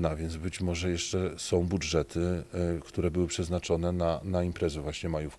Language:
Polish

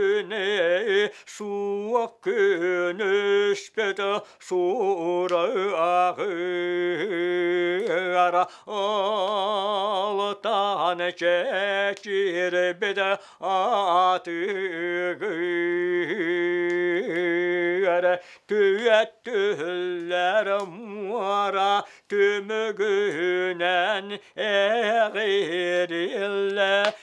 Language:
Yakut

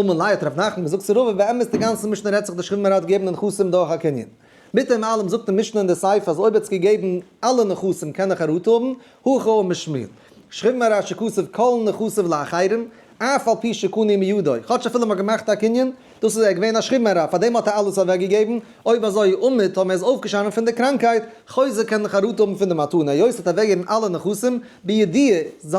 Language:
Yiddish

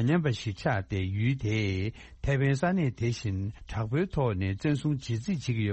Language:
Tibetan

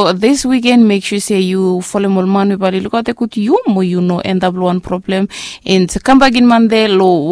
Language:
Bislama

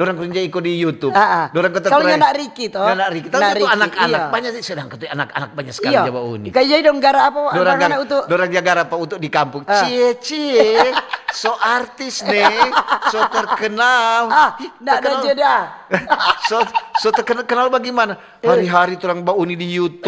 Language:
Manado Malay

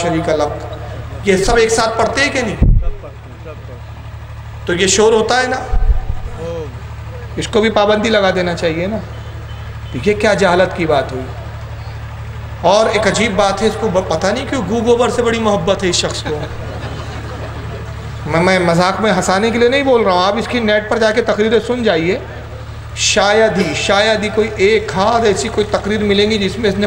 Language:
Urdu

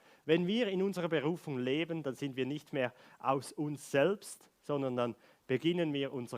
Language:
Swiss German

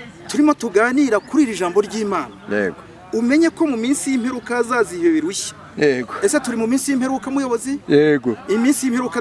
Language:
Kinyarwanda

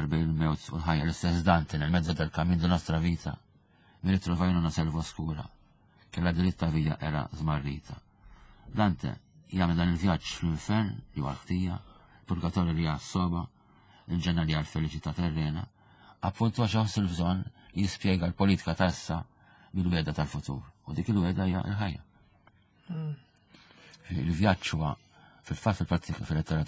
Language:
Maltese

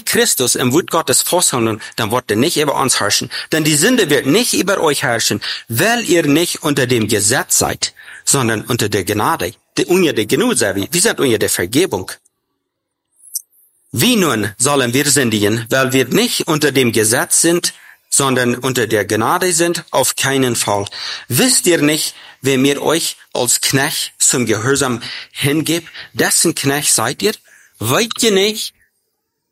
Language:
German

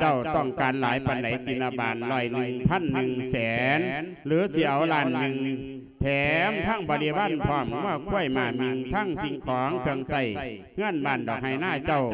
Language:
Lao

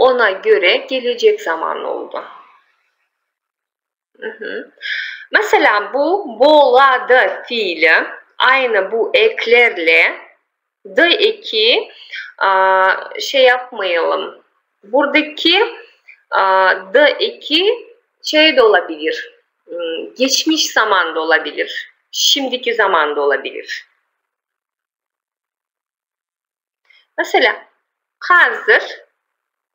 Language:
Turkish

